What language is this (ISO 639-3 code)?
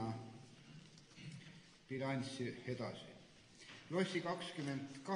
est